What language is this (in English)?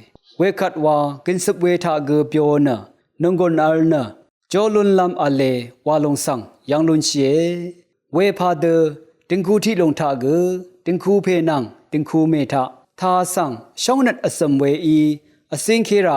Rawang